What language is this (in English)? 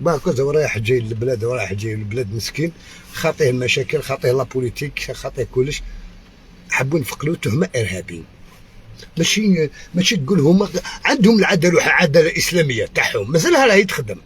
Algerian Arabic